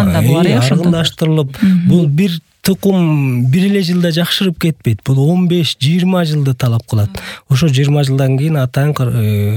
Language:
Kyrgyz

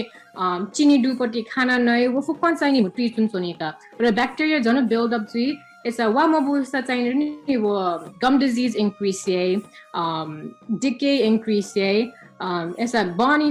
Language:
Newari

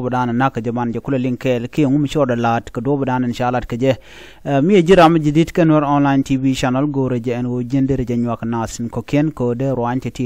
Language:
Nuer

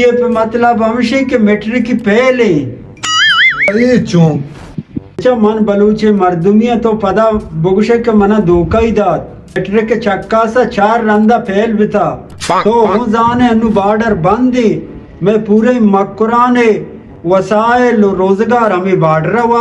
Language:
Baluchi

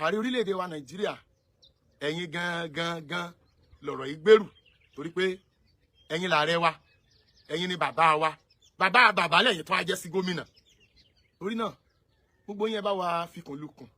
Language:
Yoruba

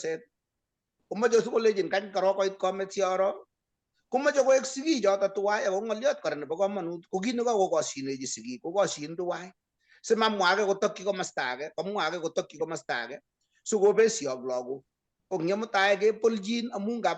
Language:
Kalenjin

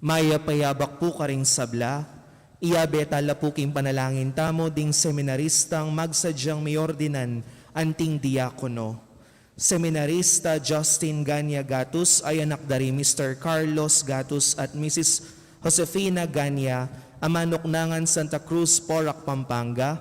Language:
Pampanga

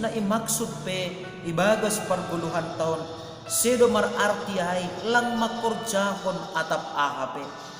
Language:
Batak Simalungun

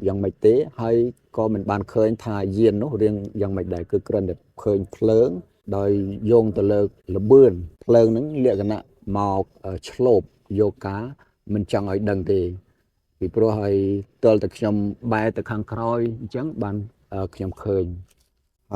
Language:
Khmer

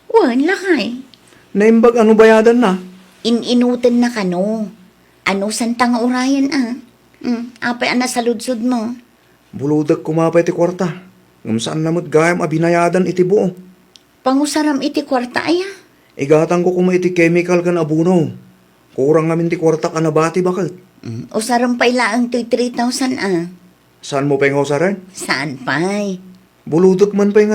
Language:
Iloko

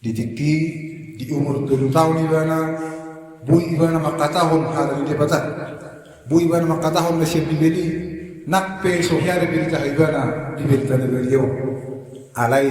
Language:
Batak Toba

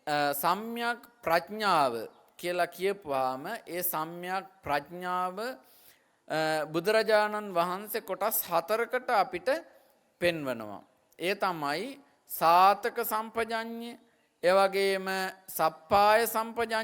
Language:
Sinhala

